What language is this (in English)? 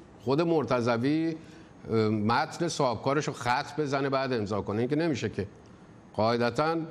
Persian